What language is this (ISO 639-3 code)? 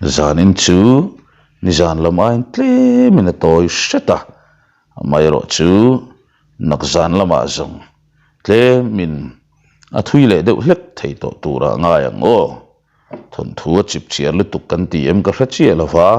lus